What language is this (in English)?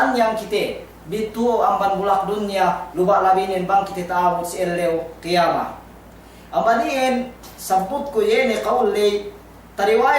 Yakan